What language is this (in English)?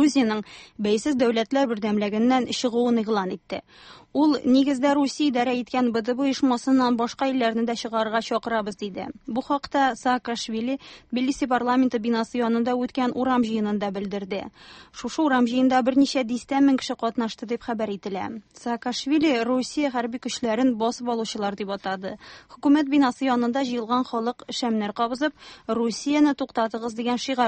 Tatar